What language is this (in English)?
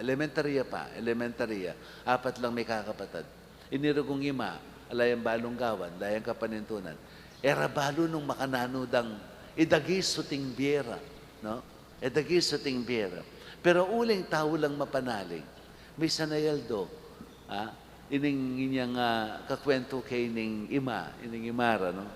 Pampanga